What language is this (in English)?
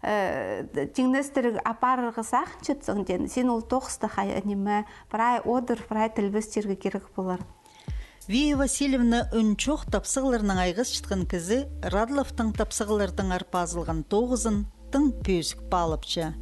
Khakas